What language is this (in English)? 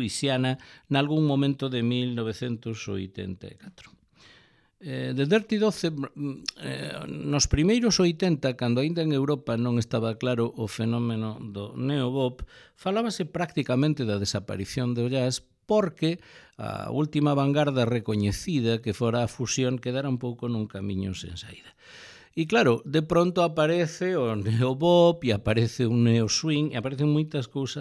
Galician